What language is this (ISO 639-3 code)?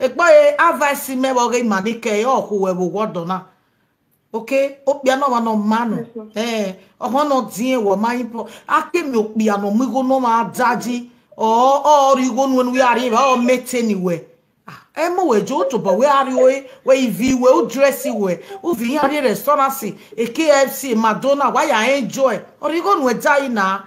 pcm